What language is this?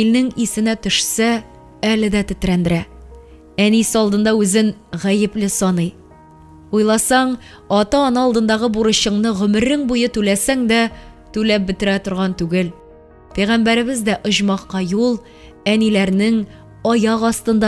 Tatar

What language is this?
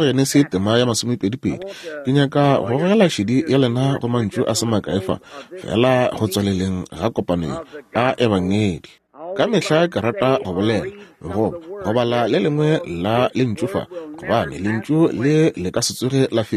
Northern Sotho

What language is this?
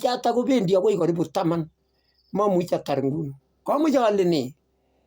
Kalenjin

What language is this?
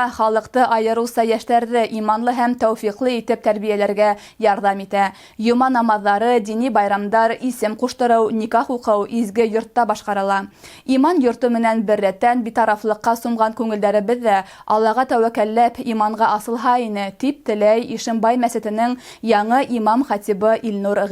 Bashkir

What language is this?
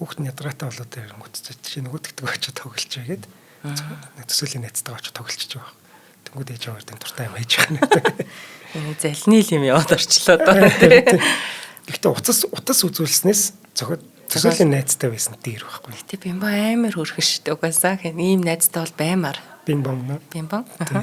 Mongolian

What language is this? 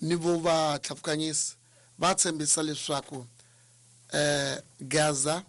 Tsonga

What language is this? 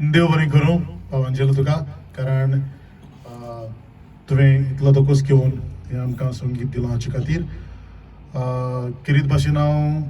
Konkani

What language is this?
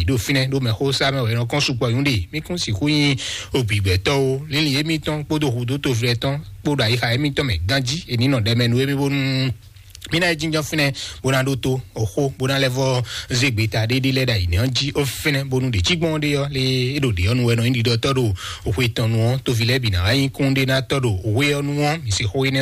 Fon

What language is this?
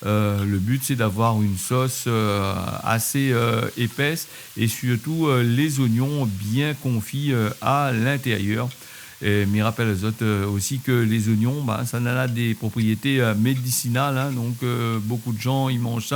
Réunion Creole French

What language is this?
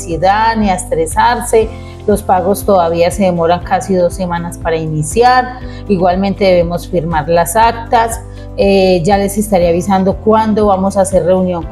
Spanish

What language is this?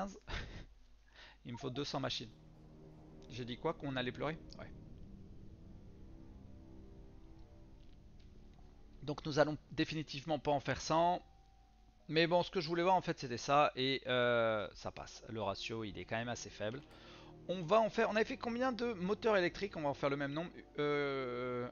French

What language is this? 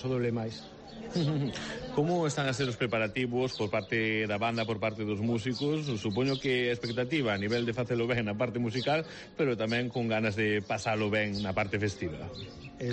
Galician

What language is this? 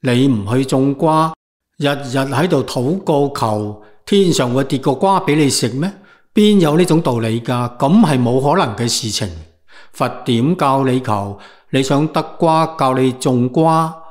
Cantonese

